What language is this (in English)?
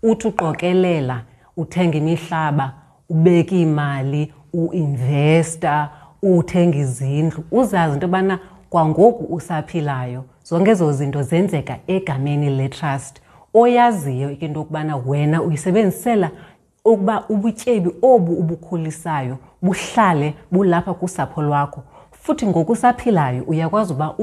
Xhosa